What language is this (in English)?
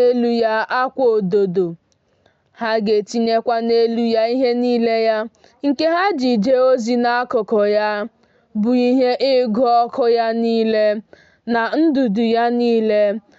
Igbo